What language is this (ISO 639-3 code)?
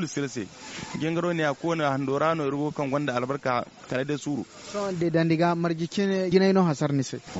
dje